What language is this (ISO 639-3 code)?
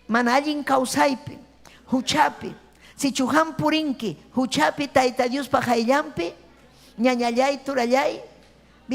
quy